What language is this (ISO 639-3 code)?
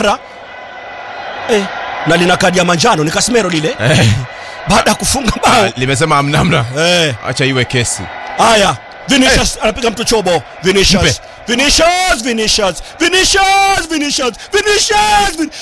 swa